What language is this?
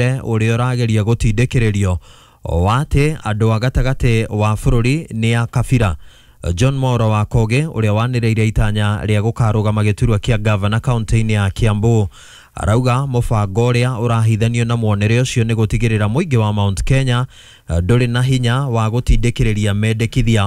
Kikuyu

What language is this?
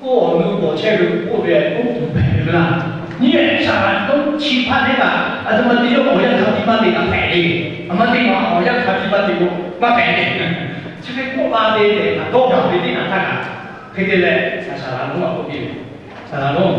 Lahu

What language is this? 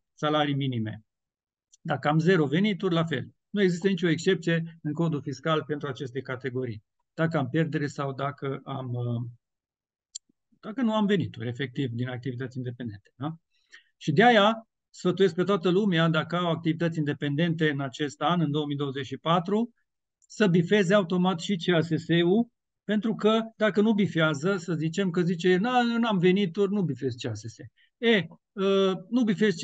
Romanian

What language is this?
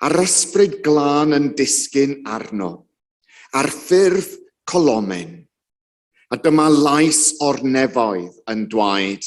Welsh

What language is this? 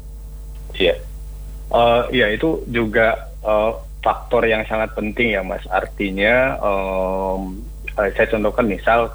Indonesian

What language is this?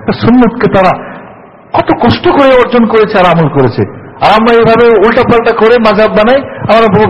Bangla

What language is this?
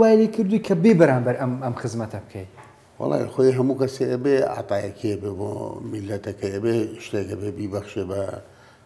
Central Kurdish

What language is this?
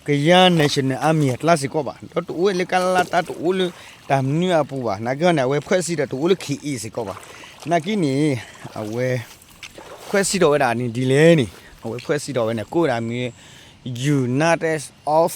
S'gaw Karen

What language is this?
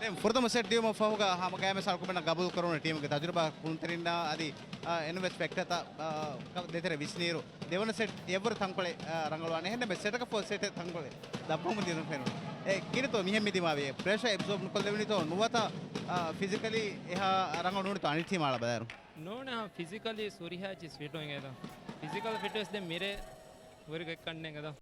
Divehi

